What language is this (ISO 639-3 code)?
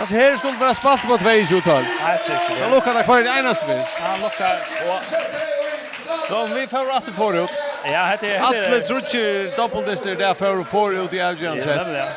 fao